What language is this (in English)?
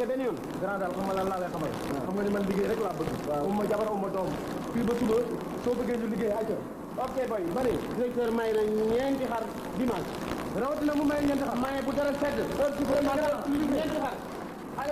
Wolof